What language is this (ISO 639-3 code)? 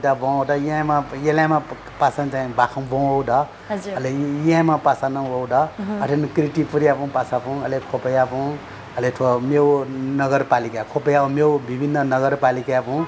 new